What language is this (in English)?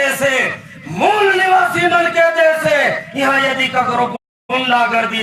Chhattisgarhi